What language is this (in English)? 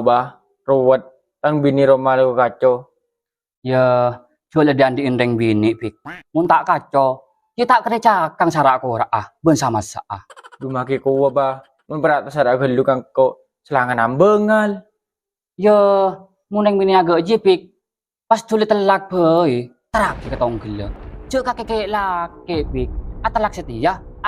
Madurese